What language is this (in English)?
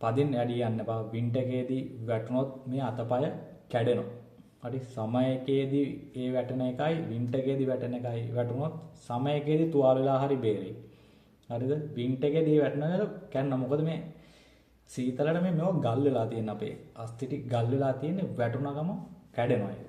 Sinhala